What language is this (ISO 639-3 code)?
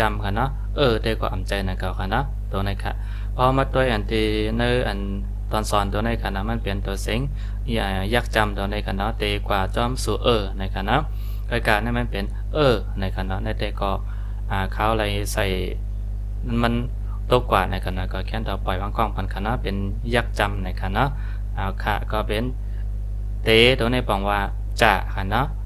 shn